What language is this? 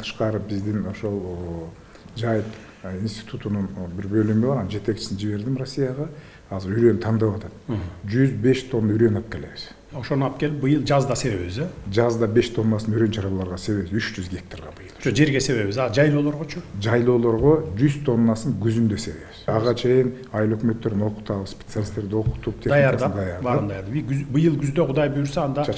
Kyrgyz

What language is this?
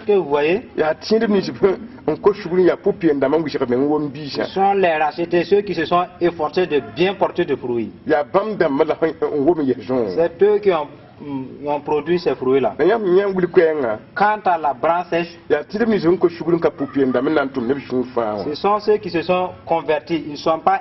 Mossi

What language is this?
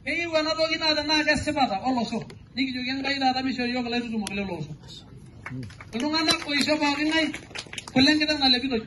Masai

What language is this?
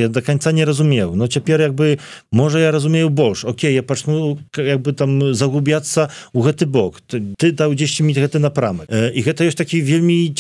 Belarusian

